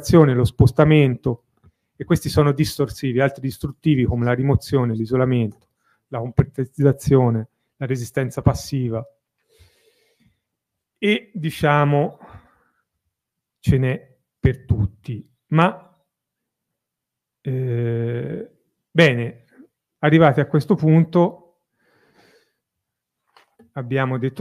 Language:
Italian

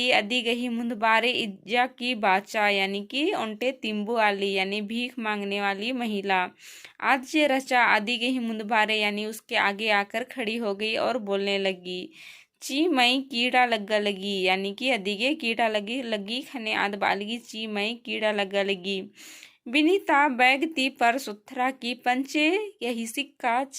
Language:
Kurukh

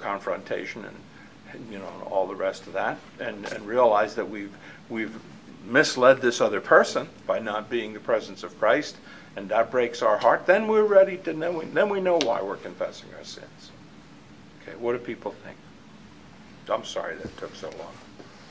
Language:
English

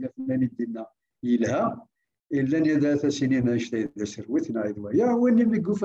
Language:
Kabyle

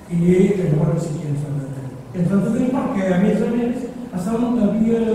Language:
Catalan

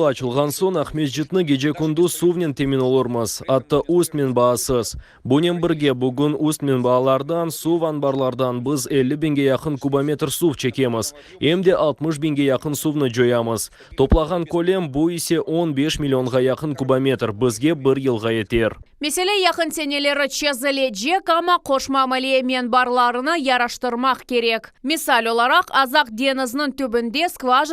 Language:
Crimean Tatar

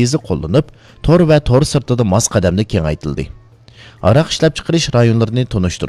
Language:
Uyghur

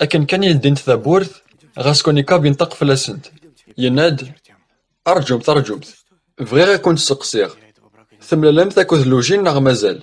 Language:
Kabyle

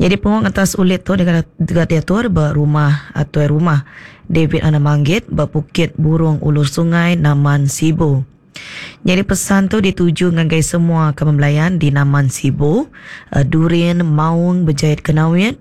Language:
Iban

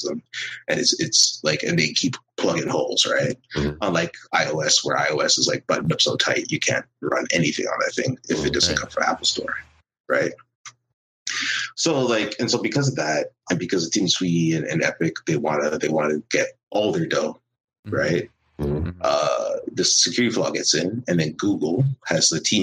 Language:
English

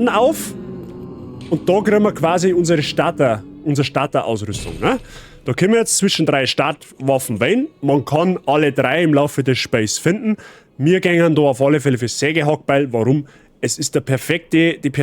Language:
Bavarian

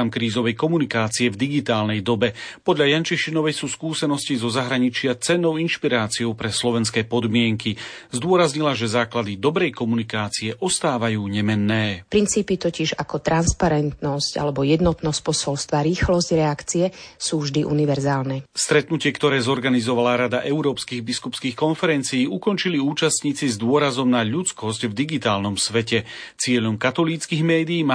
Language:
Slovak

